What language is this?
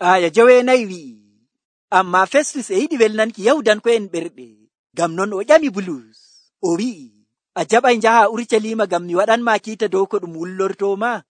Nigerian Fulfulde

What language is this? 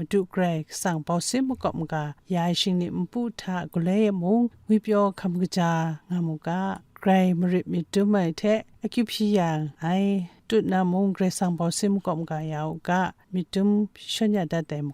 Kachin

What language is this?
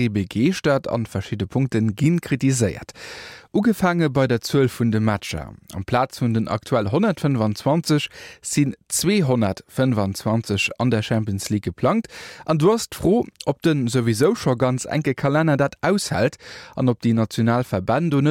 Luxembourgish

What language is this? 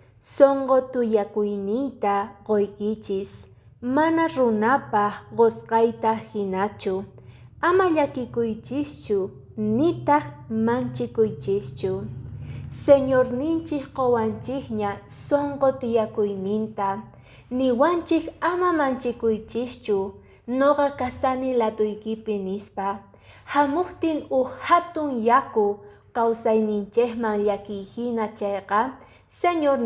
Quechua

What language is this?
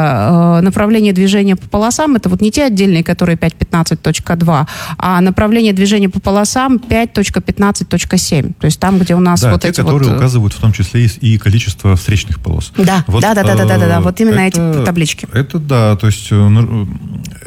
Russian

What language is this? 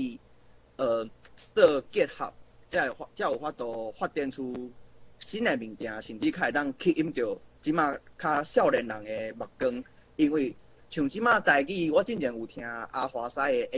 Min Nan Chinese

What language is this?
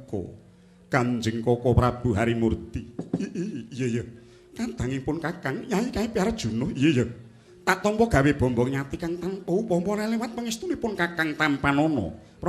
Javanese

